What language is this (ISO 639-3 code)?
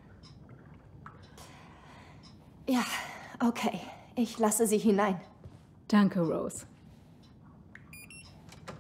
deu